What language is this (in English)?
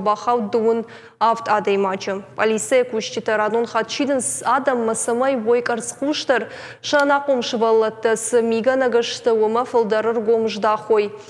Ossetic